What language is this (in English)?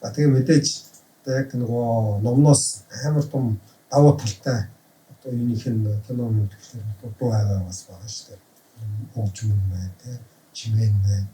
Mongolian